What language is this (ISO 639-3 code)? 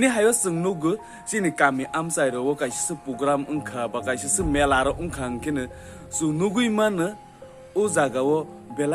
trp